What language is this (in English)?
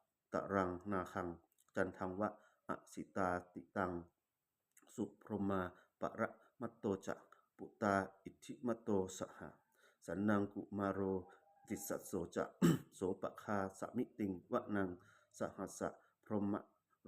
Pali